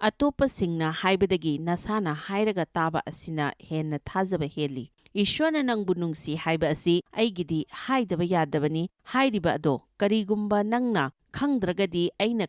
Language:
Manipuri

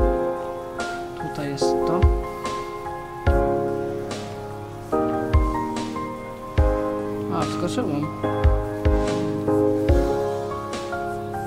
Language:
Polish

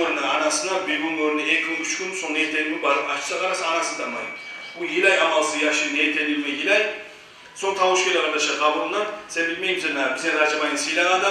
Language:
Kumyk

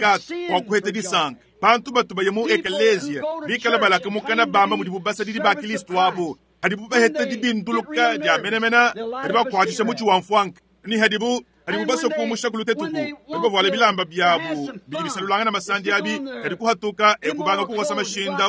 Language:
Luba-Lulua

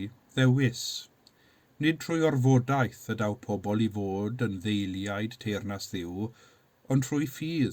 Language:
Welsh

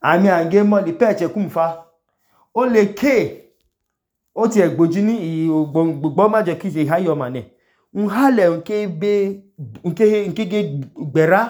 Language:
Idoma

